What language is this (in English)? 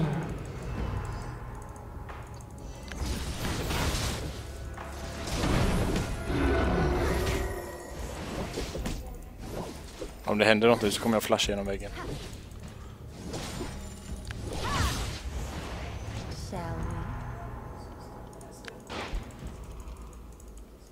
Swedish